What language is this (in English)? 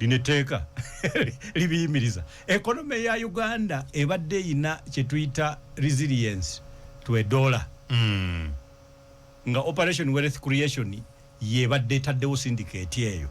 Ganda